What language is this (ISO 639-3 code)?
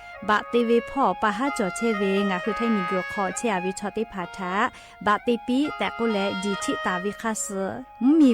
lhu